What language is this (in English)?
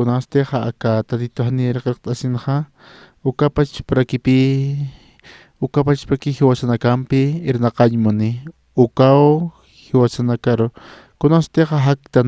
Aymara